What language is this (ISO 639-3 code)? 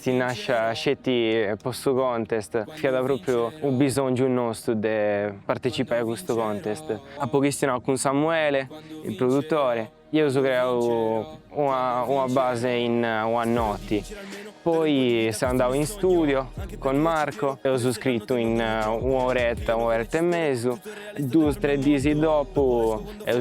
srd